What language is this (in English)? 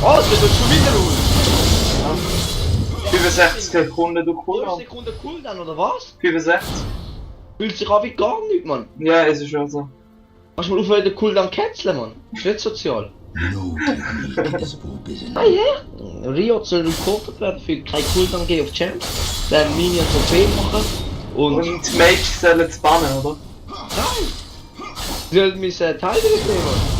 Swiss German